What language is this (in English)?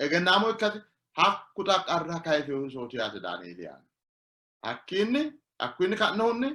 Sidamo